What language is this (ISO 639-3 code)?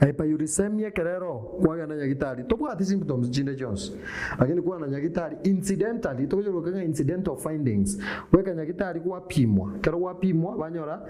guz